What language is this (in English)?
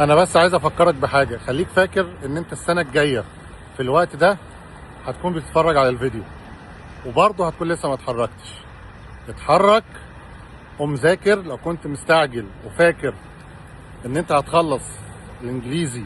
Egyptian Arabic